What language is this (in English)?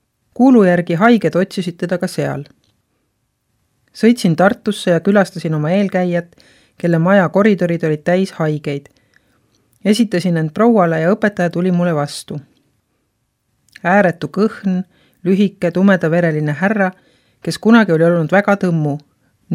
Estonian